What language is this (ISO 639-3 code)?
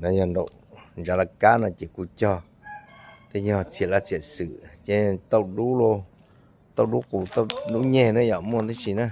hmn